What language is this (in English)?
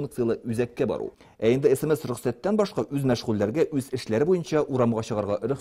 Tatar